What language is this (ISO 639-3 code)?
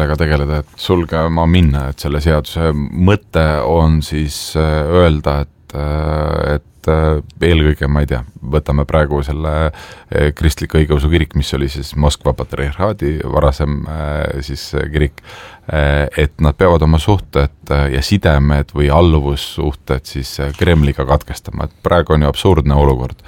est